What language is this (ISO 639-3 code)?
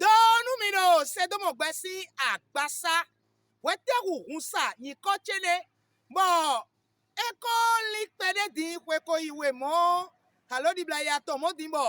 fon